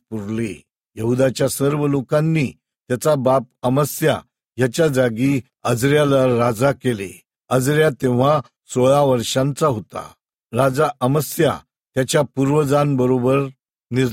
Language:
Marathi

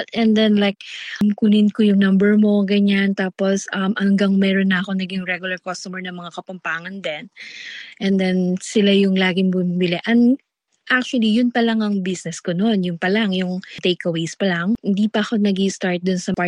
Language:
Filipino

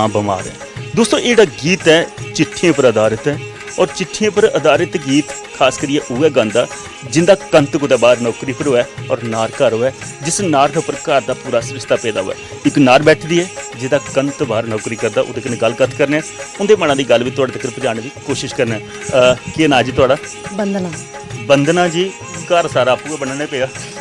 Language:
Dogri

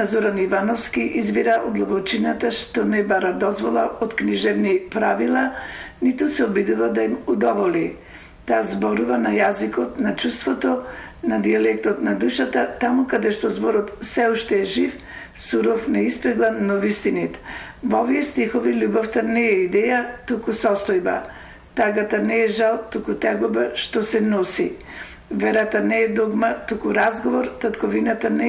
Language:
Macedonian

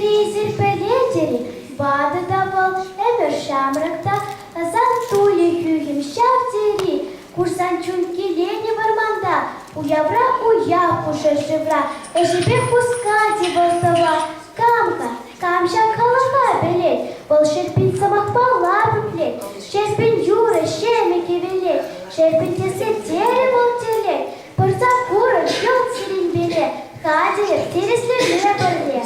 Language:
Chuvash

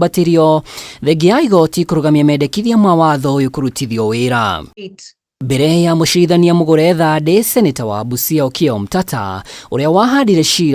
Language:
Kikuyu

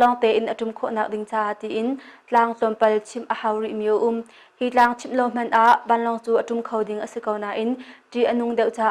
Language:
Hakha Chin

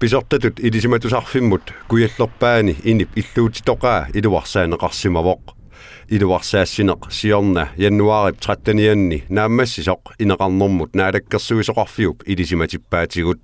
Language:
Kalaallisut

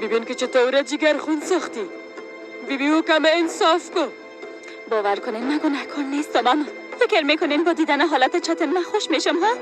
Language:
Tajik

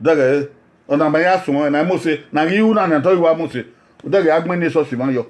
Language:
Bini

